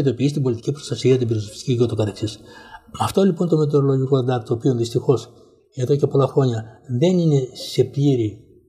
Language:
Greek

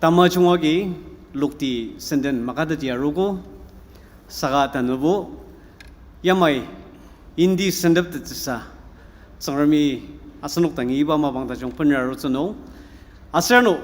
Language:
Ao Naga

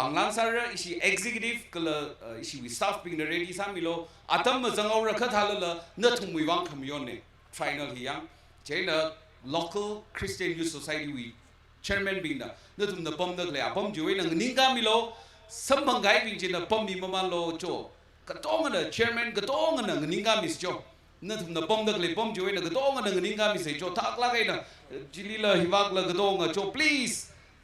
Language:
Tangkhul Naga (India)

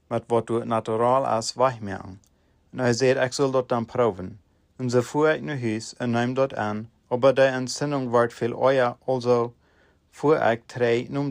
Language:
Plautdietsch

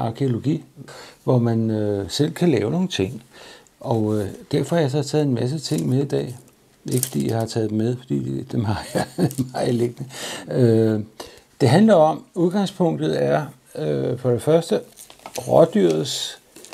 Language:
Danish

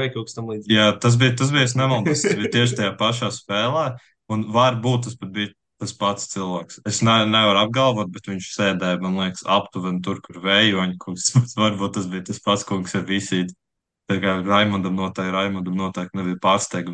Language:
Latvian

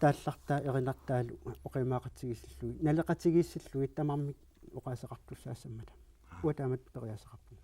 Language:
Kalaallisut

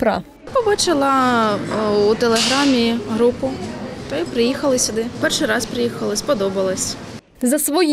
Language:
Ukrainian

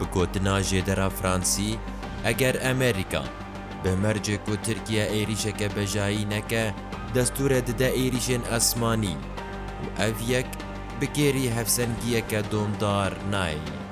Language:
Kurdish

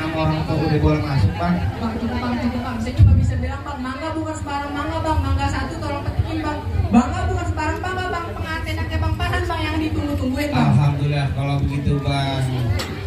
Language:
Betawi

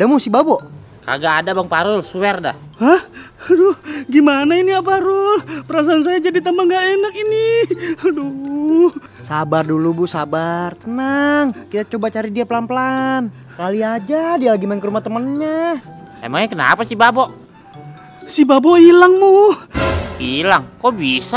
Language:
Betawi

